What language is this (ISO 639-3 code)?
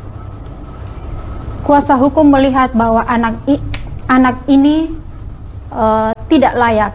ind